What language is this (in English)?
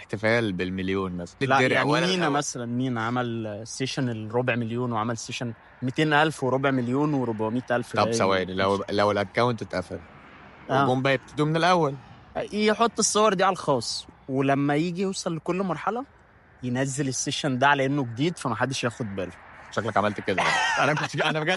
Egyptian Arabic